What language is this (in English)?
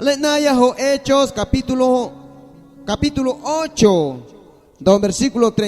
Guerrero Amuzgo